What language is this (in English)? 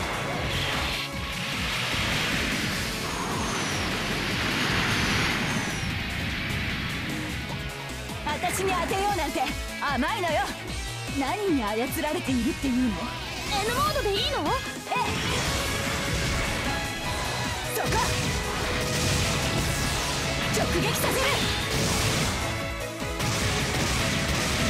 Japanese